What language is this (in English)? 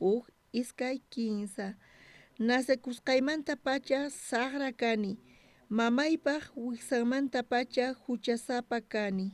South Bolivian Quechua